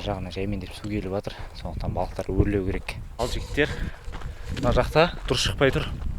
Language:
Kazakh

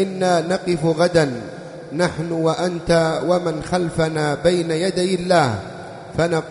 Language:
Arabic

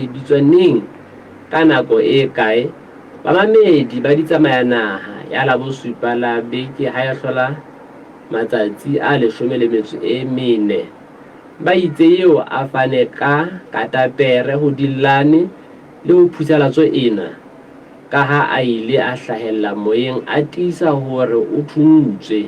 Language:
Southern Sotho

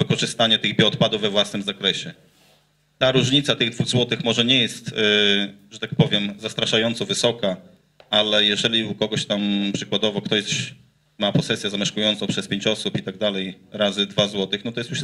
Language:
Polish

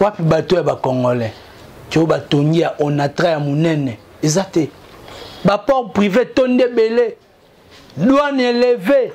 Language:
Lingala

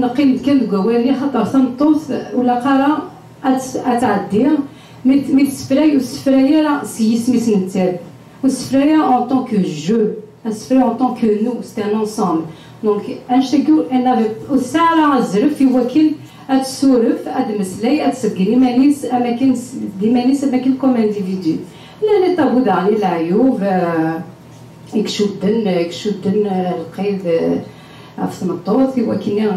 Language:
Kabyle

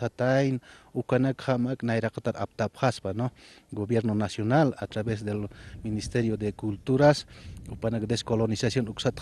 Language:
Aymara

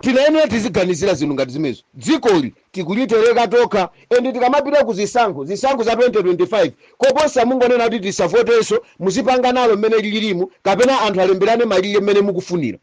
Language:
Nyanja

